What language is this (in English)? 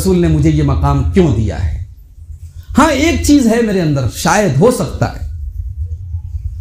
Urdu